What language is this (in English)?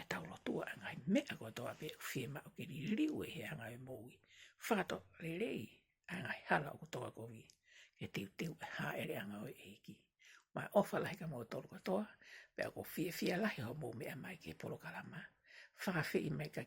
Tongan